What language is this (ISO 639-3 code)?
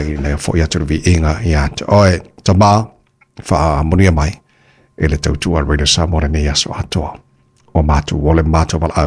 smo